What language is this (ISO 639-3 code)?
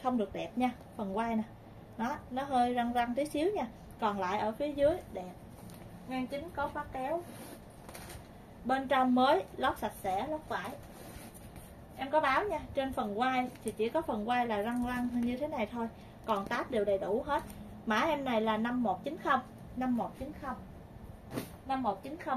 vie